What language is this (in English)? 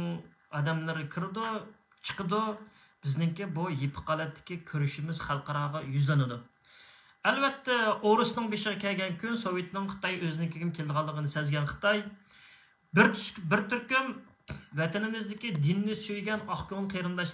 Uyghur